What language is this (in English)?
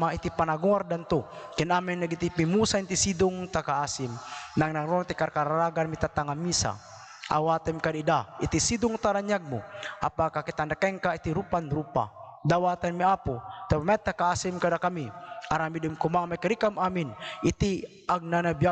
Iloko